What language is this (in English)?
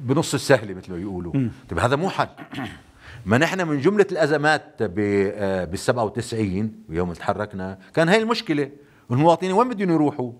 North Levantine Arabic